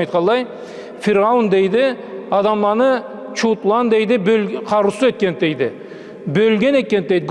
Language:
Karachay-Balkar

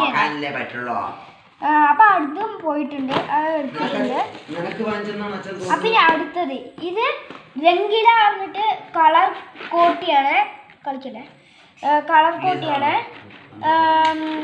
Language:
Malayalam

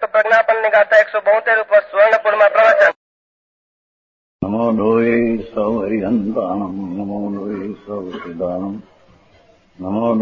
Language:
Gujarati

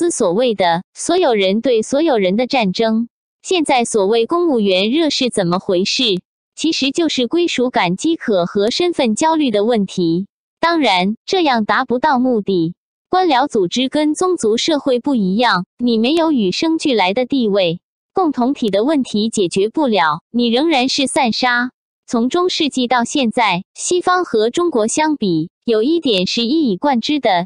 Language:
Chinese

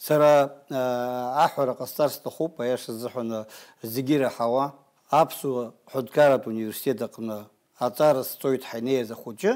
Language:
Abkhazian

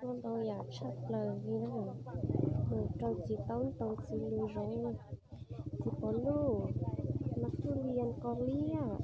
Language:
Hmong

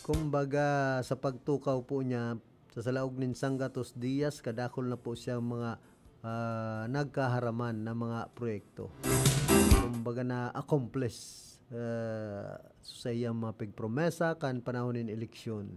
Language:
Bikol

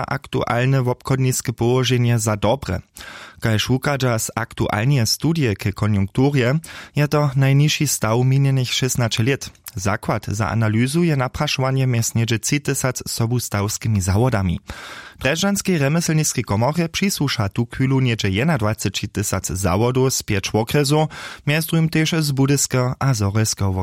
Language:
Upper Sorbian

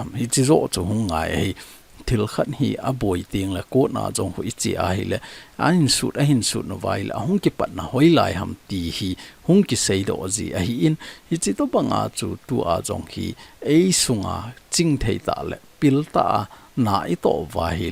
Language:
Thado Chin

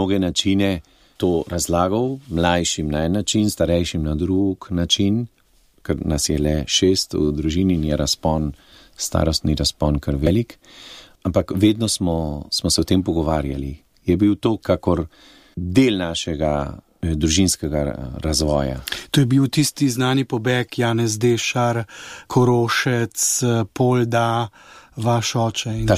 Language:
Slovenian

